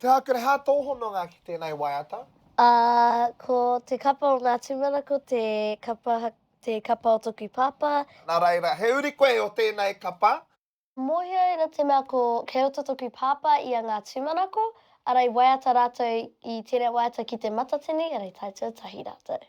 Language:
Māori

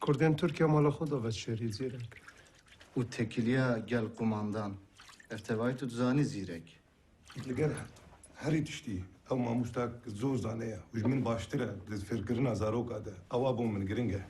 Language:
Kurdish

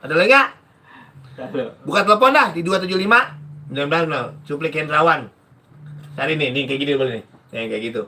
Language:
Betawi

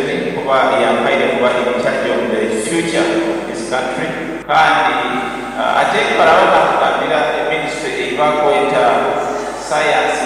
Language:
Nyoro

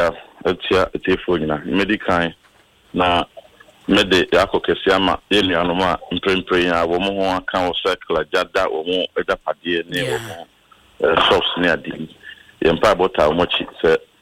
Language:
Akan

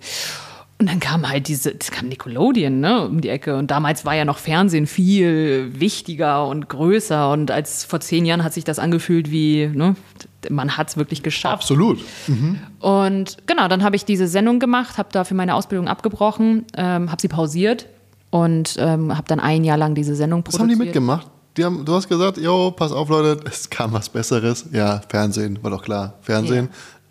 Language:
German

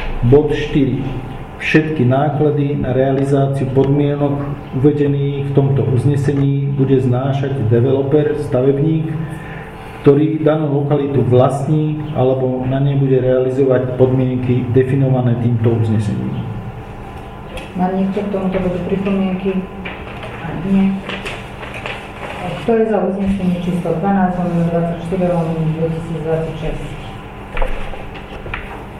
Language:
Slovak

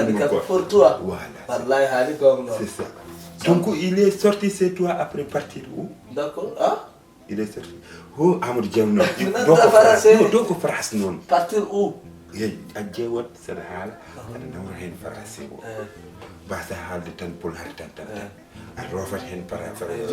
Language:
Fula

